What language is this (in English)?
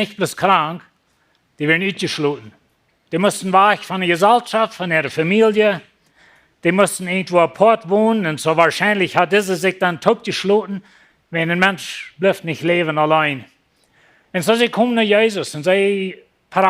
Plautdietsch